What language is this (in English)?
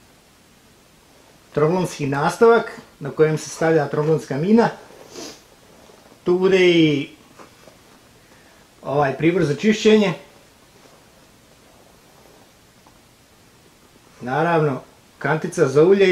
Croatian